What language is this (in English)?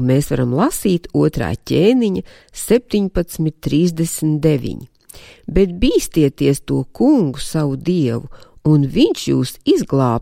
Latvian